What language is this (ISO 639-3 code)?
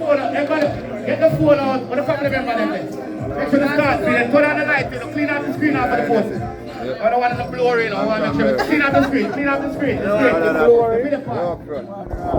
jam